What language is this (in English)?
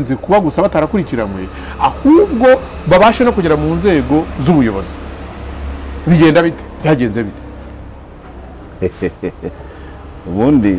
Kinyarwanda